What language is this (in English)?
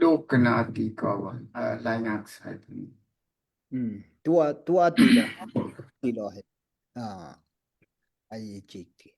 Daai Chin